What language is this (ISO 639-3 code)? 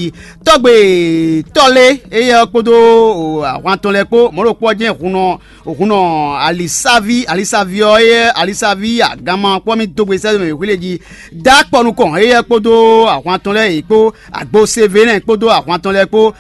fon